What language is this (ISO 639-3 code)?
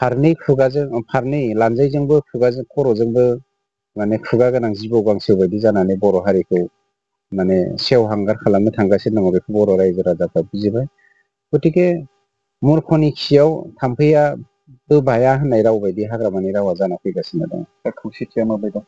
brx